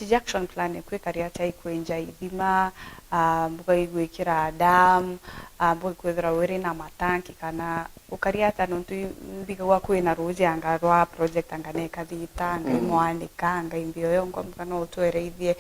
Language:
Meru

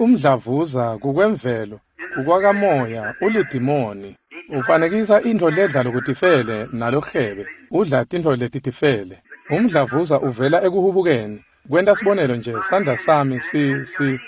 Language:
Swati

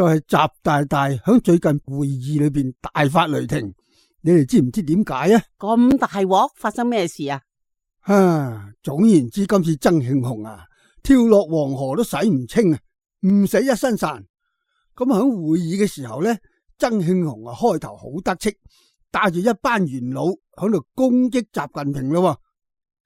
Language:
Cantonese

